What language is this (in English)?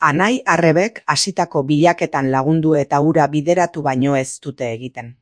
Basque